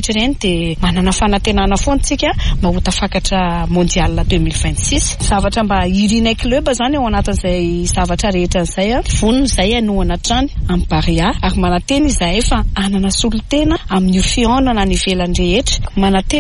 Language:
Malagasy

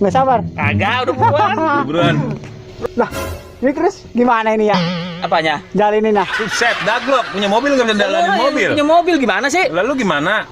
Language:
Betawi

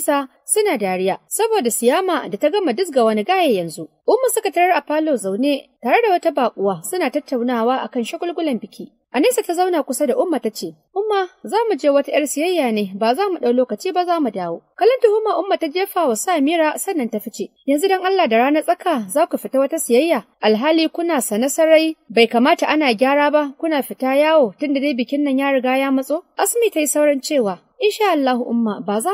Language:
Hausa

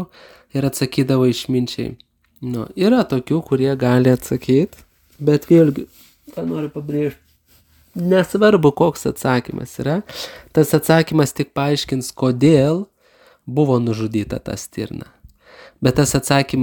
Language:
Lithuanian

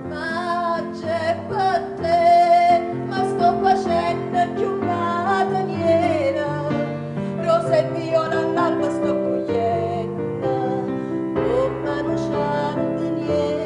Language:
Neapolitan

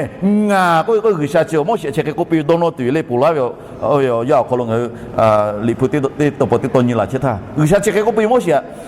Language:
Lahu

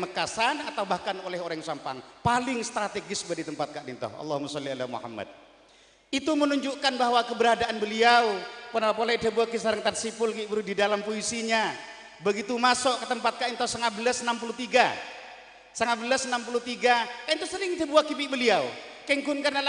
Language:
Madurese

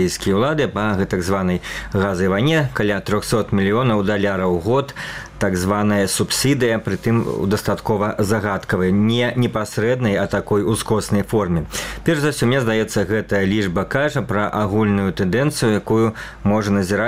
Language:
Belarusian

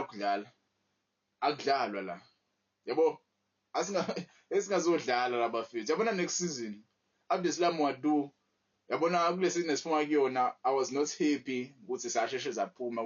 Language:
Zulu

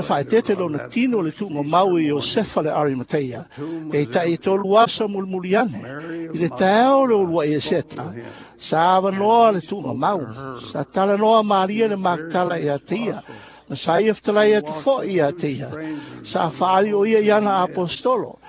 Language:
Samoan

